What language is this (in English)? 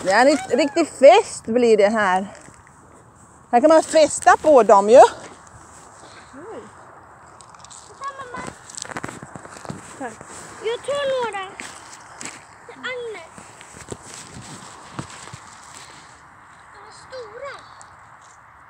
Swedish